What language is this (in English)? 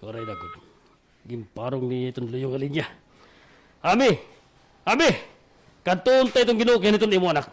Waray